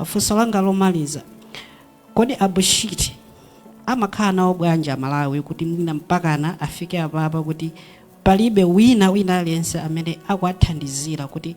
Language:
Nyanja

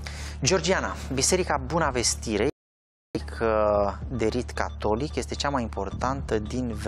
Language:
Romanian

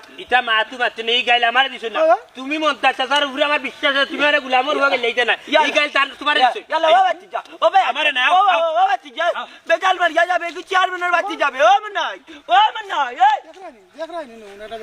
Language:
Sylheti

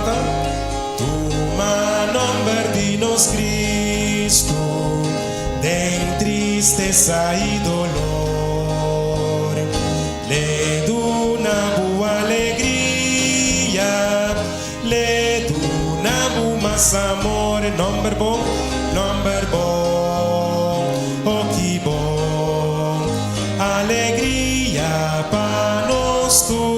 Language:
Papiamento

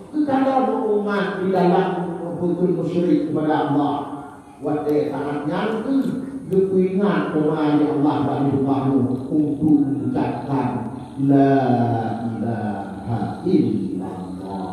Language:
Achinese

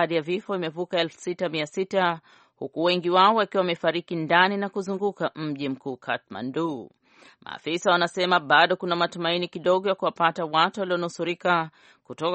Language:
Swahili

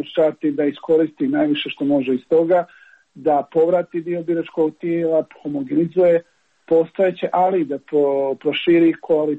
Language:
Serbian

